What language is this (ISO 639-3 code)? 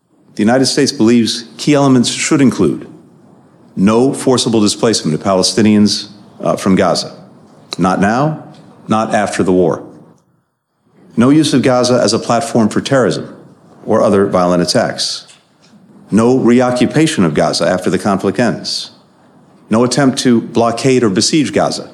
eng